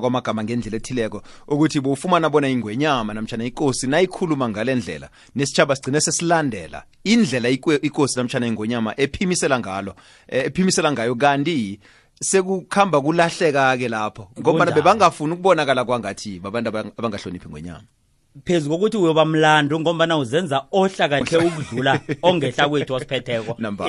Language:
South Ndebele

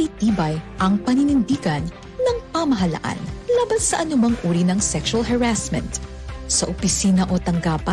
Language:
Filipino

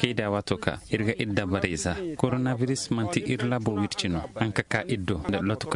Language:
Zarma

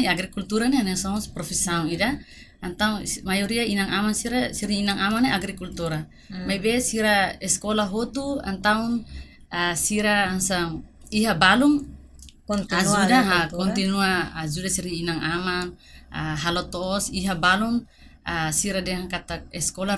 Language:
Tetum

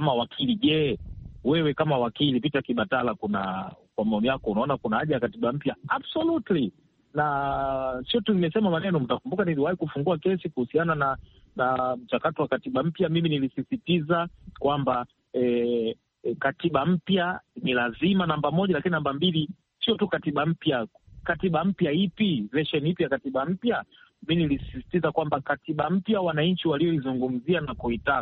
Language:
Swahili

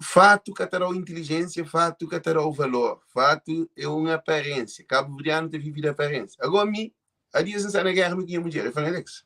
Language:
Kabuverdianu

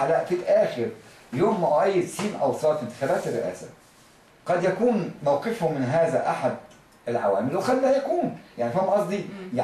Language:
Egyptian Arabic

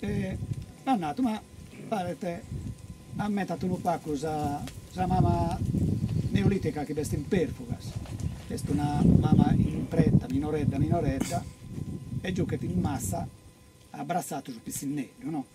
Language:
Sardinian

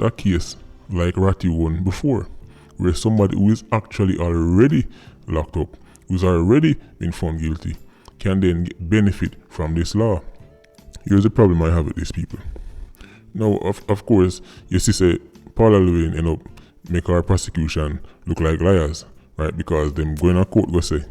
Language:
Jamaican Creole English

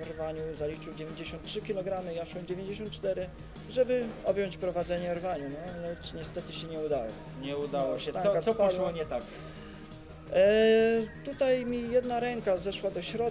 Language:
Polish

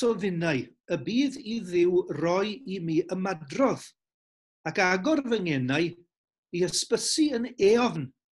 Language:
Welsh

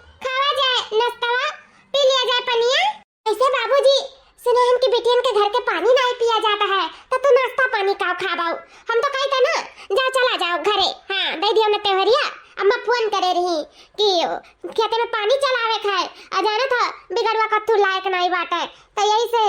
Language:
Awadhi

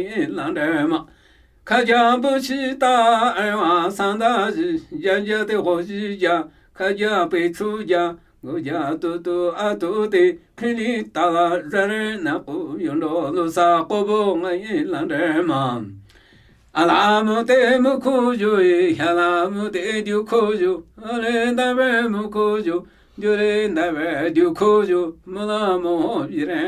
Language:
Namuyi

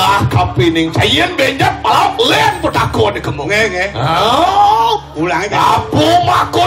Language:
Balinese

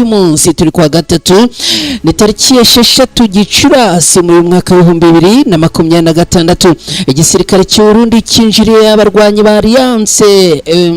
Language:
Kinyarwanda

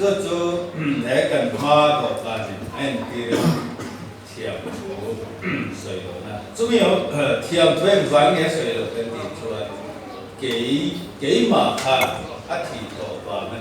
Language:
Mizo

